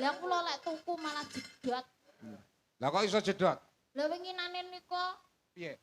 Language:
Javanese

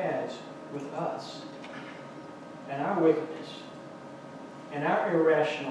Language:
English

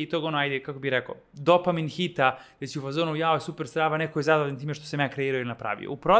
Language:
Serbian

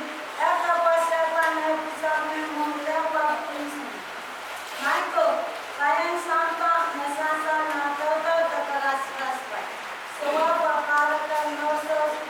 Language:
Pohnpeian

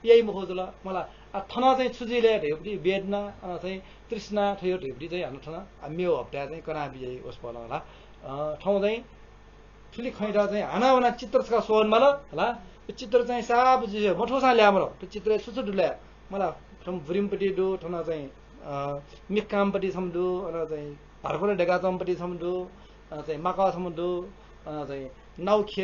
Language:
Newari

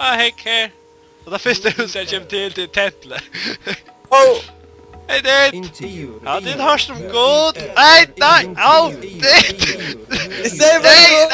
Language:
Faroese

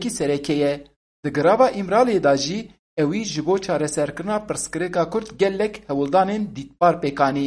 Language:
Kurdish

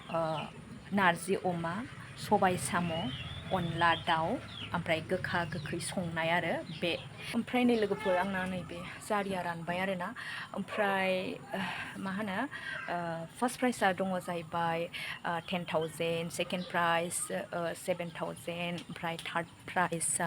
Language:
Bodo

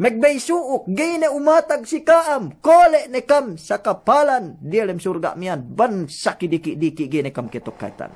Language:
Yakan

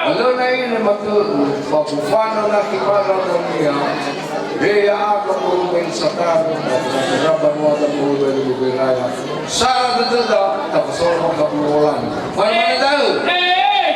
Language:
Nias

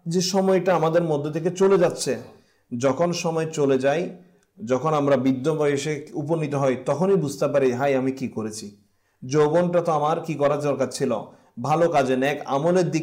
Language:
Bangla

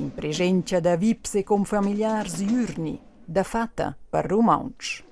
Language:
Romansh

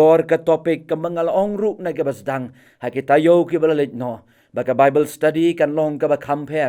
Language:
Khasi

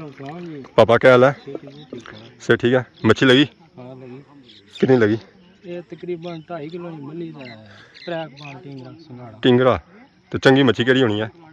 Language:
Pahari-Potwari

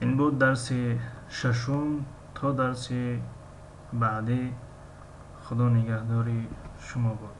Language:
Tajik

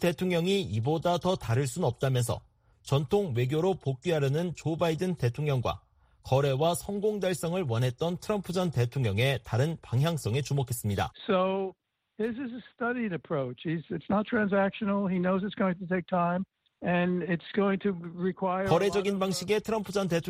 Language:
Korean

